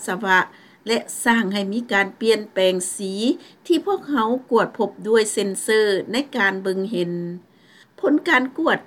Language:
Lao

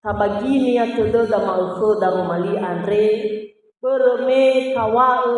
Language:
Nias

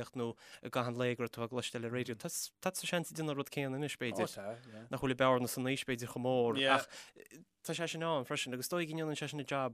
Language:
Irish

